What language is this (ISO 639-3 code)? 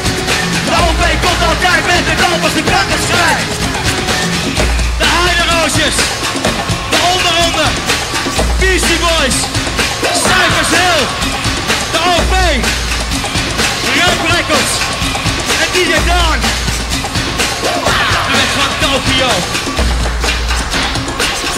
nld